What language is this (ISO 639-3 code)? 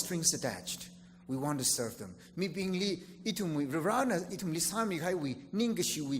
nmf